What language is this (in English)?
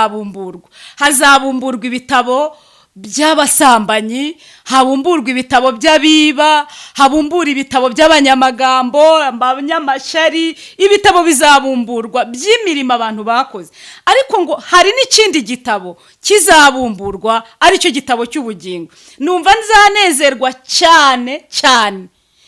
Kinyarwanda